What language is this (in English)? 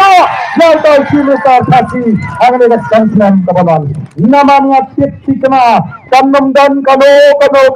Khasi